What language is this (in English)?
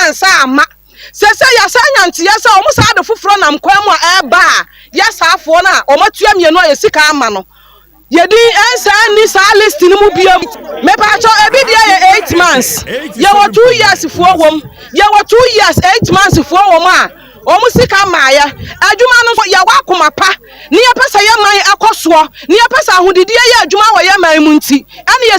Akan